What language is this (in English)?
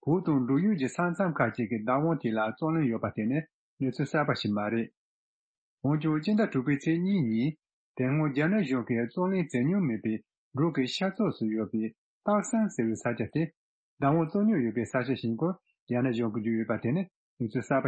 Tibetan